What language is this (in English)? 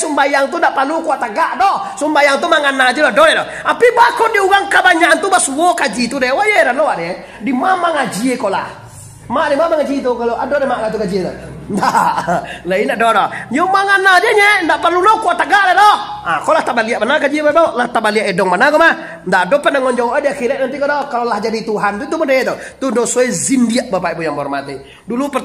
Minangkabau